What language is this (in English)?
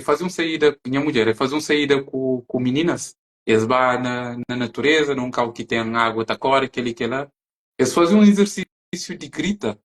Kabuverdianu